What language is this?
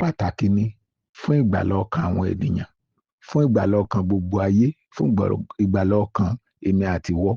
Yoruba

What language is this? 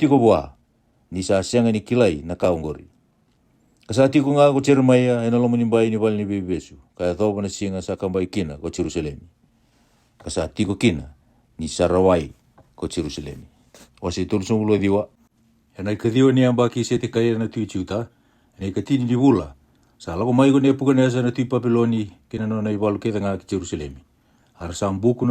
Fijian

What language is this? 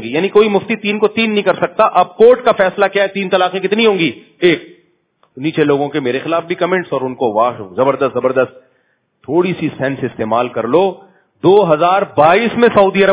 Urdu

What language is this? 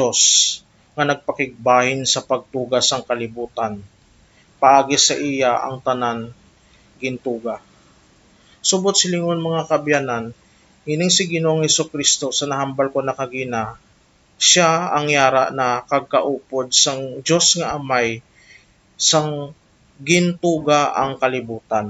Hiligaynon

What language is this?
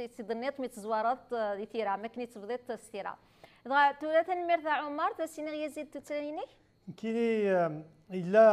Kabyle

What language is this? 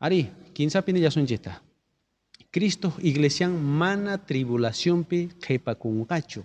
South Bolivian Quechua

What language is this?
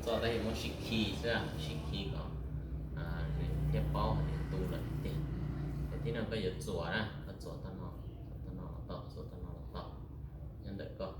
Hmong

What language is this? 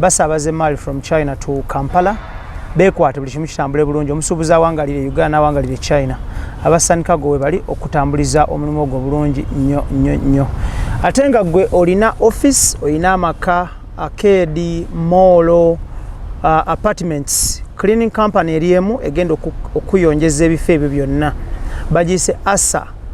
Ganda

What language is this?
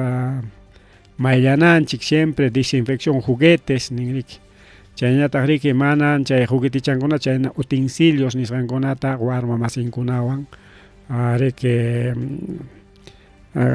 Ayacucho Quechua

